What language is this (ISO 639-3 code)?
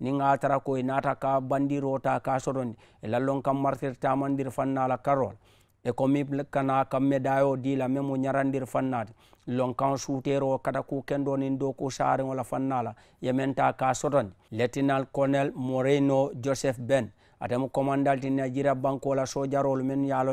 man